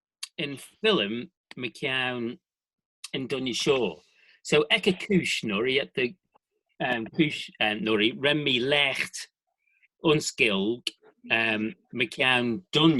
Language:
Manx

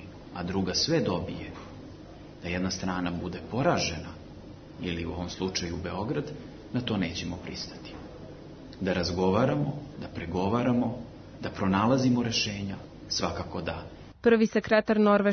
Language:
Serbian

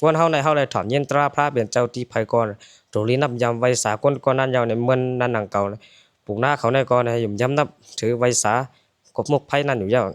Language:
Shan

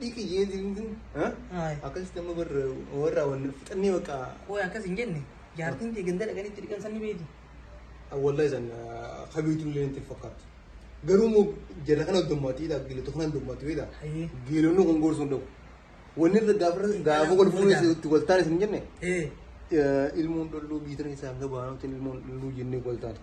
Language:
Oromo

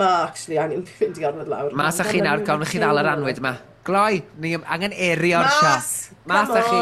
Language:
Welsh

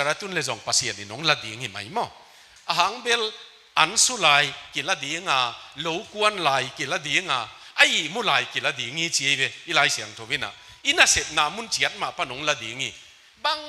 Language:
Tedim Chin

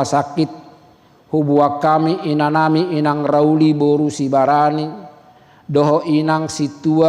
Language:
Batak Toba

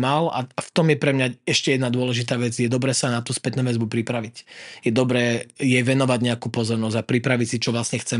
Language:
Slovak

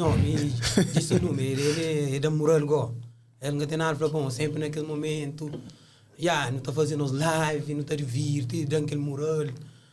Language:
Kabuverdianu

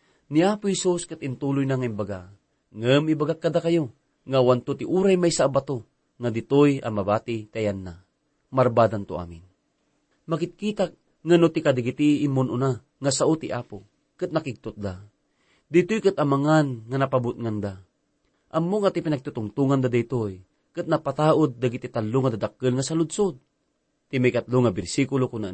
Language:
Iloko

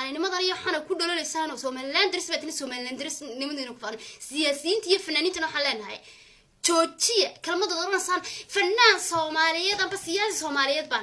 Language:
Somali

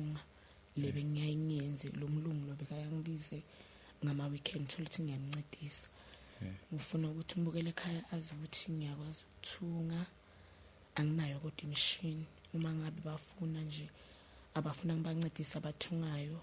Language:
Zulu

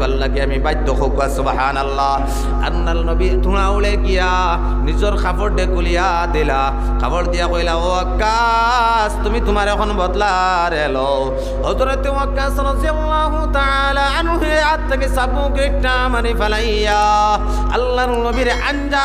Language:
Sylheti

